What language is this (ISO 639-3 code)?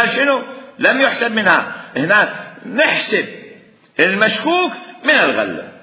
acm